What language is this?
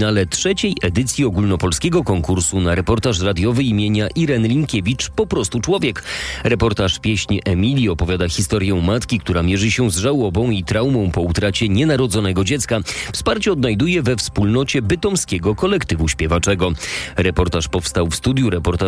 Polish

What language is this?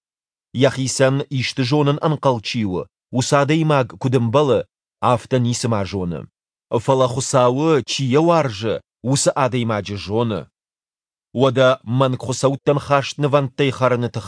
Ossetic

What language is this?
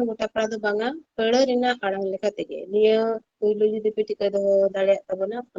Santali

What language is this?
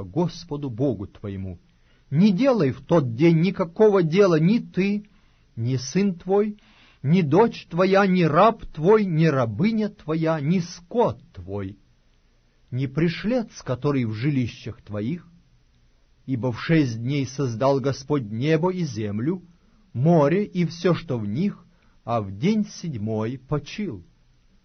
Russian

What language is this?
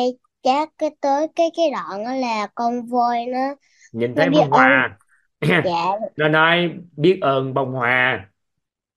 Vietnamese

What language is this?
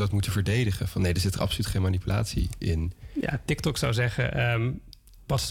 Dutch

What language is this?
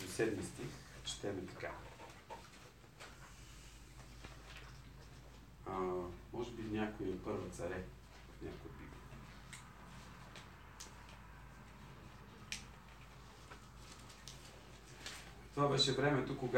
Bulgarian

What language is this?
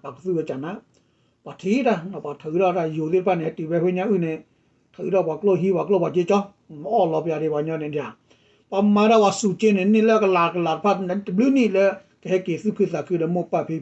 S'gaw Karen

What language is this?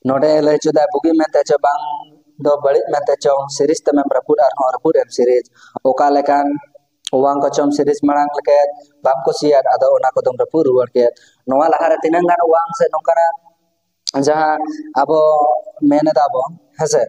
Santali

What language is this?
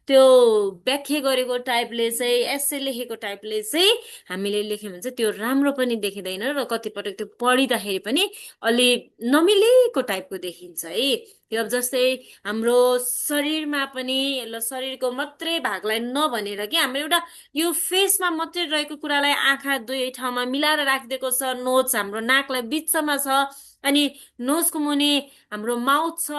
Nepali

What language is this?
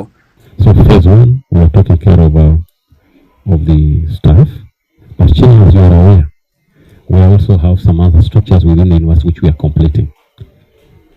Gusii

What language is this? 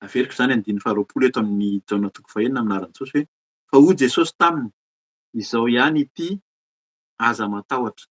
Malagasy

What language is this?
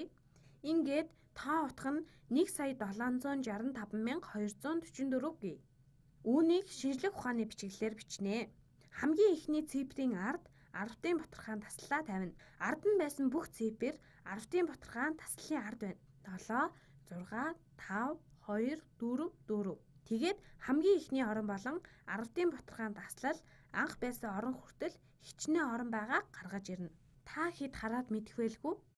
Mongolian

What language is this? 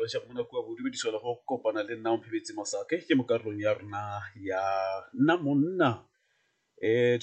Tswana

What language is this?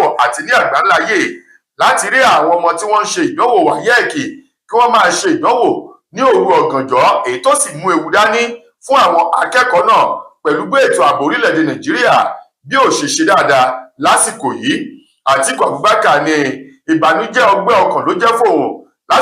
Yoruba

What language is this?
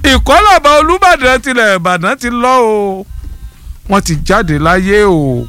Yoruba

